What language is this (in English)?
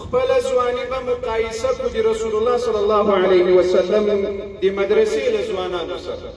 Pashto